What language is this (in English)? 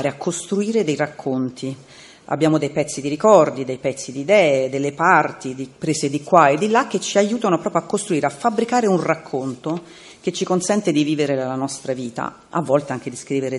Italian